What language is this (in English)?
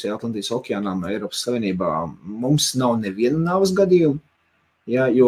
Latvian